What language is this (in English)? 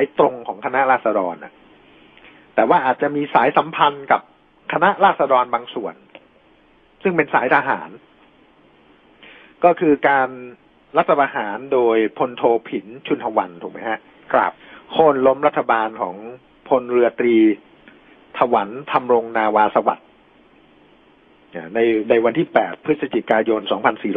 Thai